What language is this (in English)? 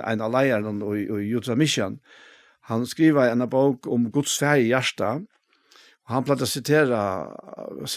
Faroese